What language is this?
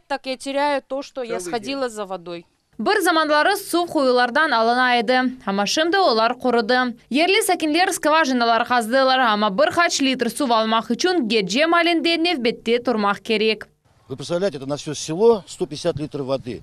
Crimean Tatar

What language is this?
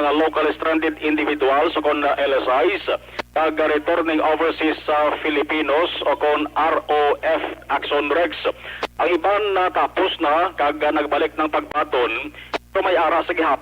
Hiligaynon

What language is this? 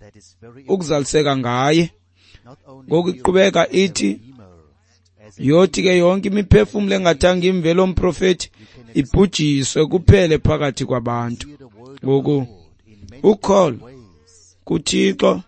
Xhosa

